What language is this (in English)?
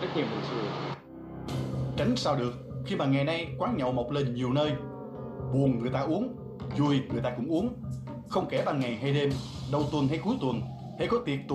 Vietnamese